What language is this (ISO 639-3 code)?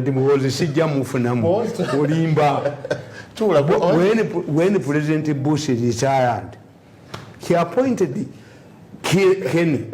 lug